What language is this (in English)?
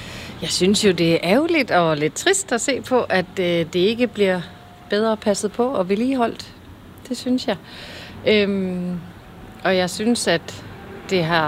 Danish